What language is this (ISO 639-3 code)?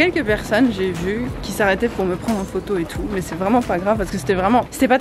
fra